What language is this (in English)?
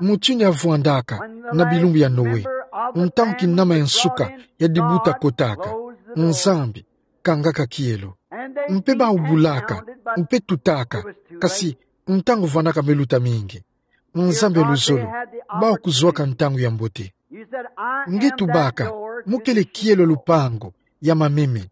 Kituba (Democratic Republic of Congo)